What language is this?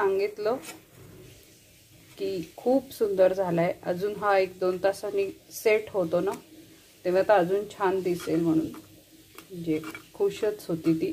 Marathi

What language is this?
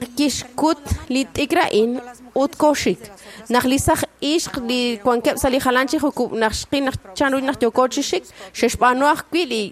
Kekchí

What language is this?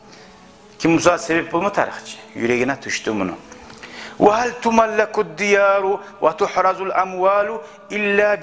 Kumyk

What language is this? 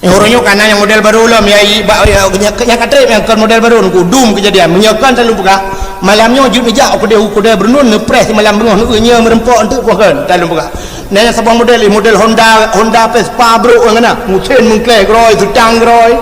Achinese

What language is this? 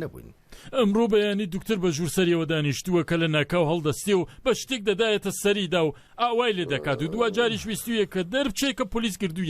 Central Kurdish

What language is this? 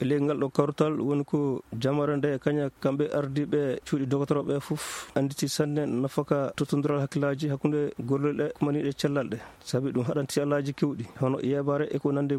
Fula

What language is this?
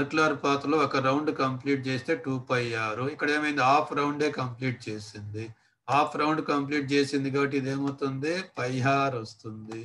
Telugu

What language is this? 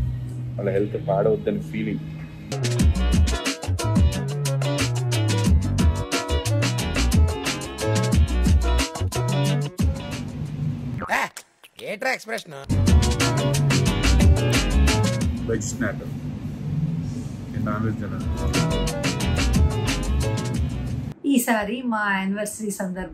Telugu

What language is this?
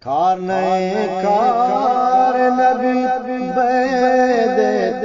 Eastern Balochi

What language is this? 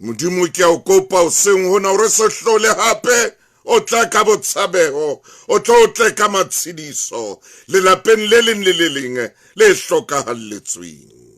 Southern Sotho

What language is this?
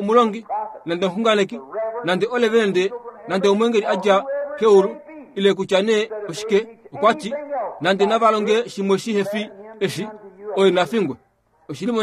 Kuanyama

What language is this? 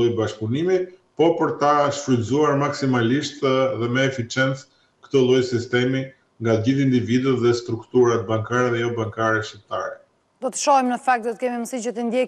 Albanian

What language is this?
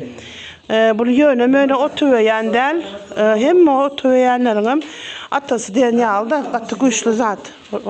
Turkmen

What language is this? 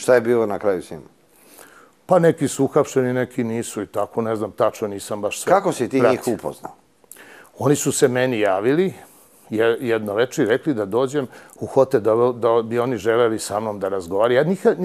Serbian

